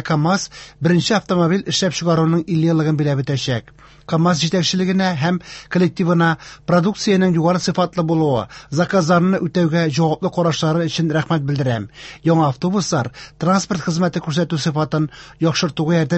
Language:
Tatar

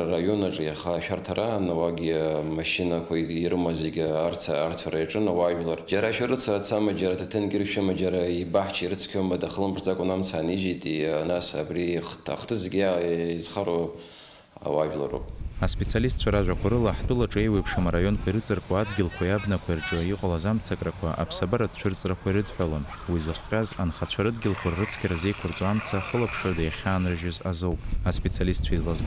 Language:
Abkhazian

